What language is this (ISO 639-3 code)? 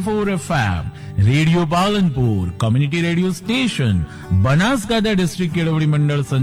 guj